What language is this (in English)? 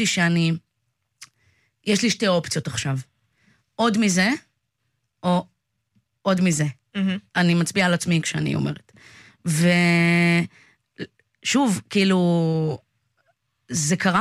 Hebrew